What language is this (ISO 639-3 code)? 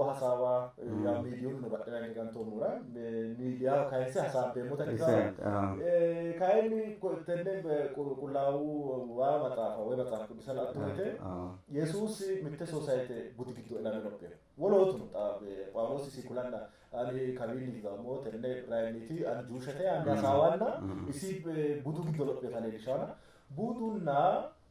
sid